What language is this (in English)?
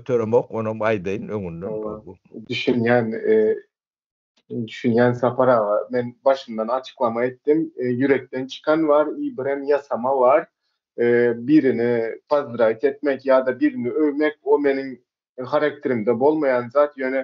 Turkmen